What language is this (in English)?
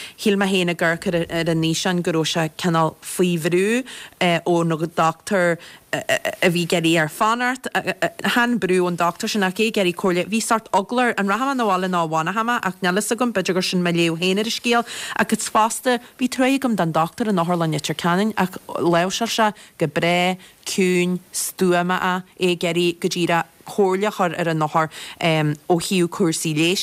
Irish